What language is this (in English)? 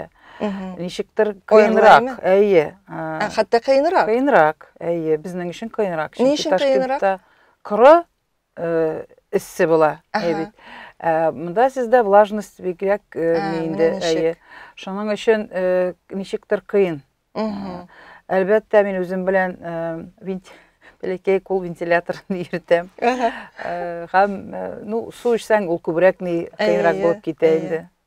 Tatar